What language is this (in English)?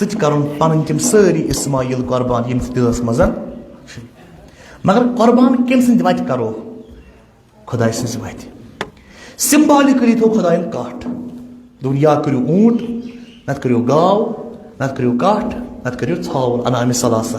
Kashmiri